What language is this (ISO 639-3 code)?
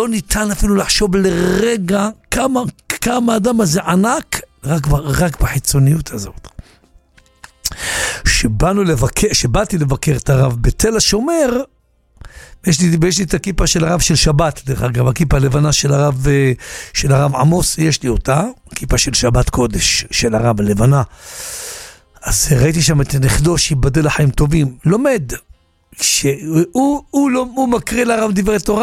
heb